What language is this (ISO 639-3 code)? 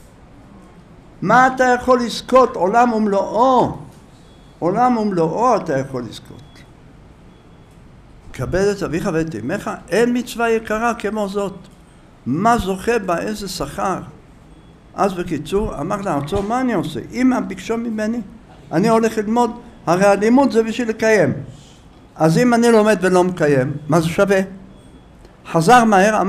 heb